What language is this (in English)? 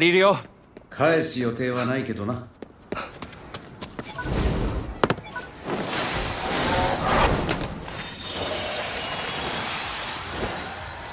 Japanese